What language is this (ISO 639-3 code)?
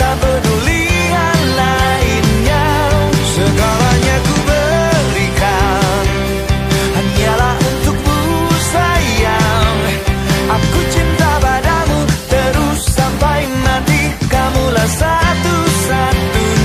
ind